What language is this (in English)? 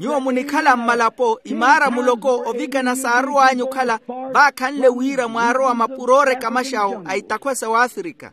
Makhuwa